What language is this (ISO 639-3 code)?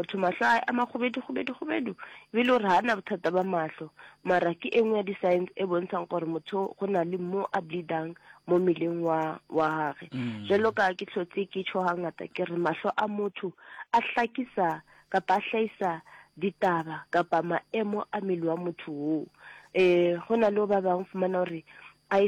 nso